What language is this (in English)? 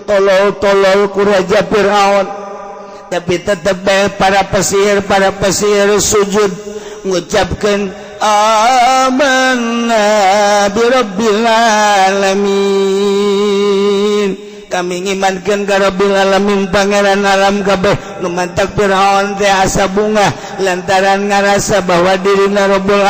Sundanese